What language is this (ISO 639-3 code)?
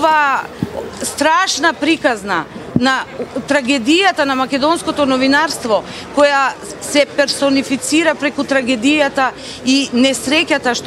mkd